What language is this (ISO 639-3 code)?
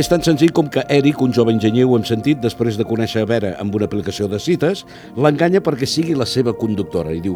cat